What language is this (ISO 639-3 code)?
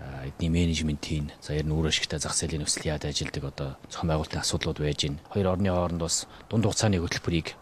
mon